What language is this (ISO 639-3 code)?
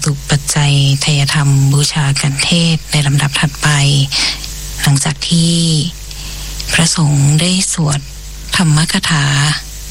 tha